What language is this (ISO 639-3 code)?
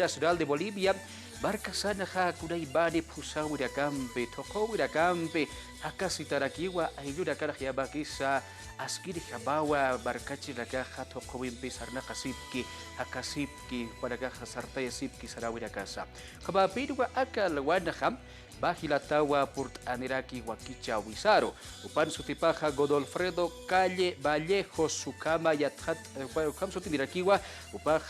aym